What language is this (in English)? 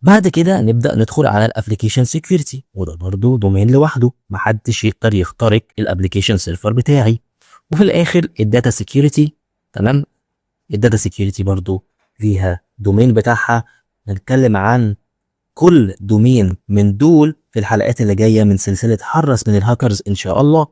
Egyptian Arabic